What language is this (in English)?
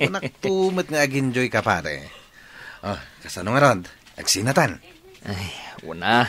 Iloko